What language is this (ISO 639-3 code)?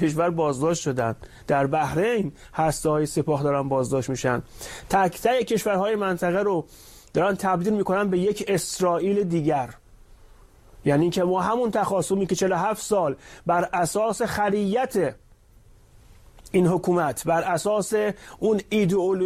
fas